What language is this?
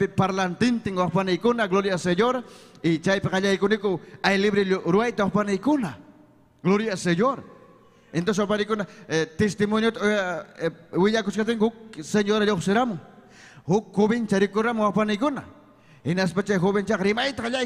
Ayacucho Quechua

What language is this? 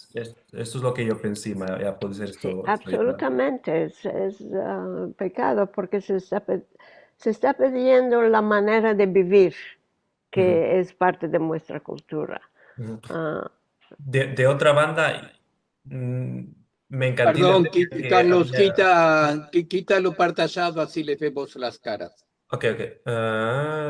Ladino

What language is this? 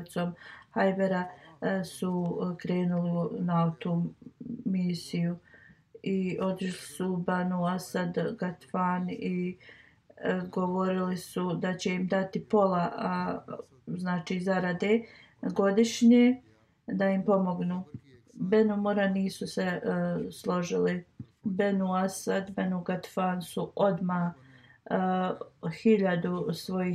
Bosnian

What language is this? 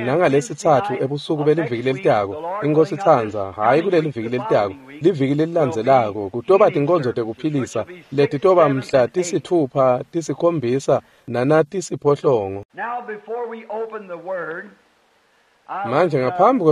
Swati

